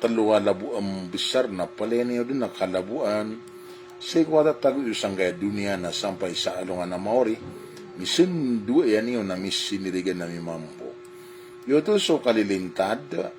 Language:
Maranao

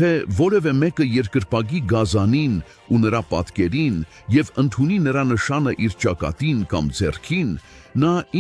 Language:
Western Armenian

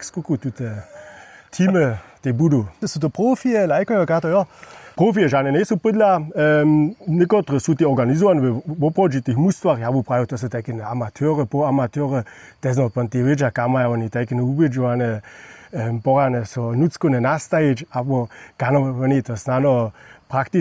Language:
Upper Sorbian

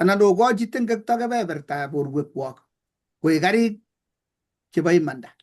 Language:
Kalenjin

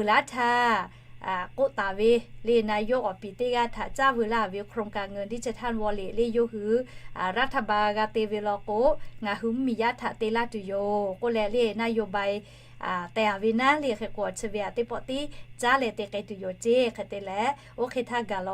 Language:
Lahu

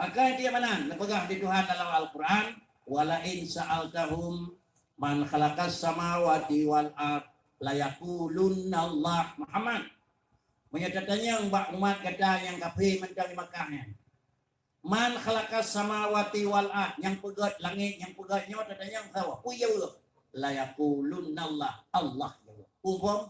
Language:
Achinese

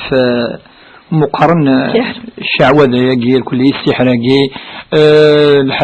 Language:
Kabyle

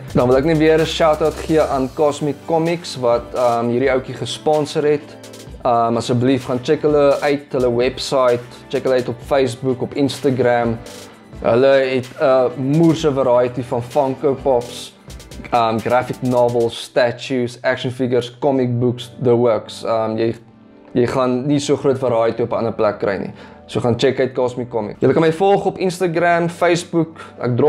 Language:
Afrikaans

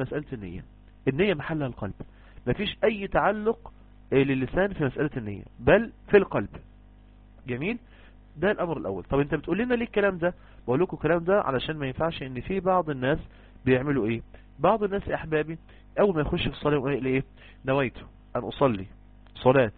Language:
Egyptian Arabic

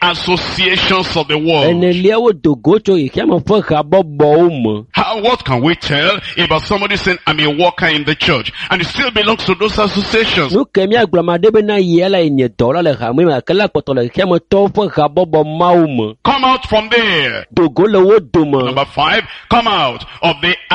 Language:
Ewe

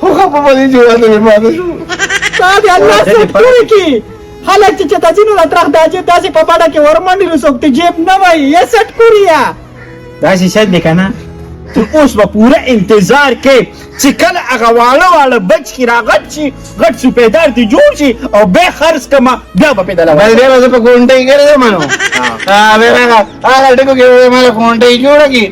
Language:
Pashto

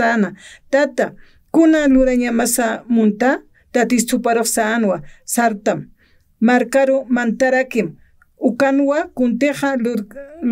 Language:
Aymara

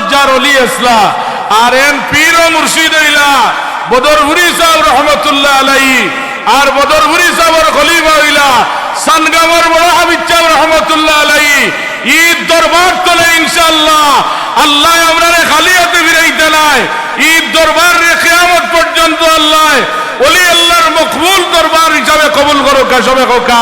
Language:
Sylheti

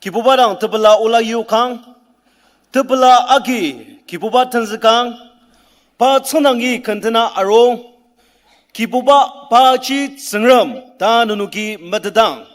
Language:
Ao Naga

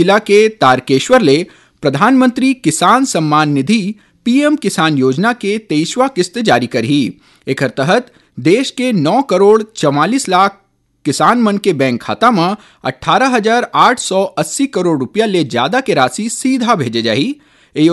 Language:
Chhattisgarhi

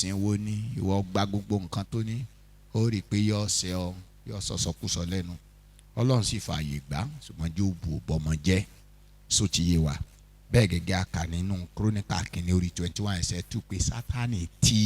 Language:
Yoruba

